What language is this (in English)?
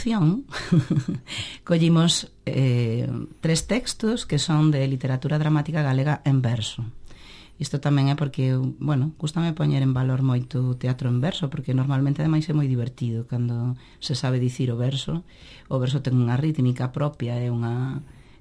Galician